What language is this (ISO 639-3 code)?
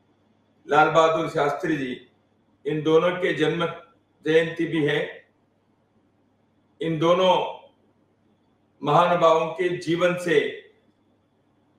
hin